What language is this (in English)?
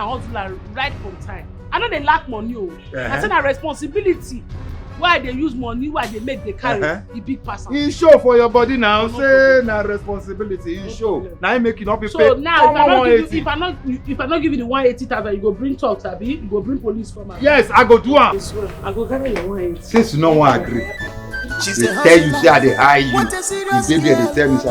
Nigerian Pidgin